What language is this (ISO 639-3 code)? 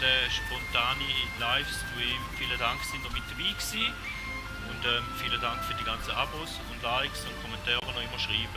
gsw